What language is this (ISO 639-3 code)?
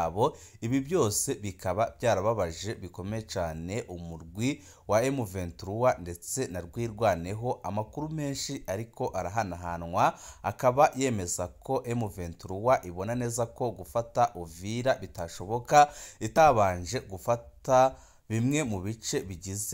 run